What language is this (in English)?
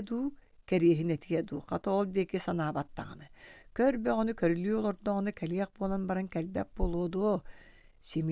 Yakut